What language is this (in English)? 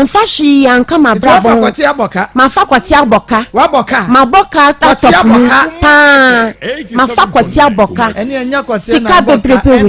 Akan